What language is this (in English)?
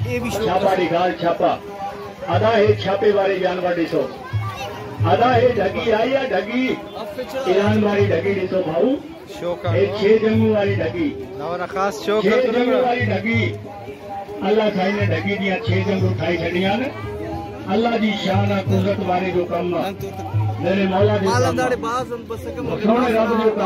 Brahui